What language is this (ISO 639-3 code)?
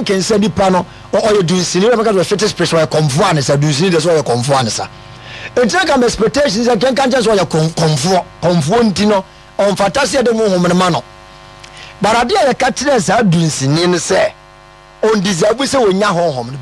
aka